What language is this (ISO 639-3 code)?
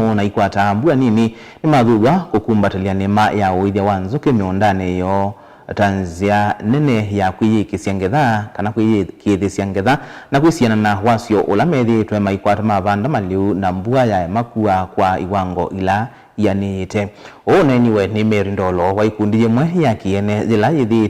kam